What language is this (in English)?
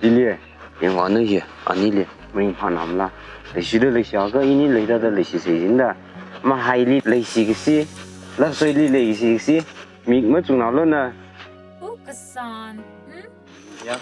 Tangkhul Naga (India)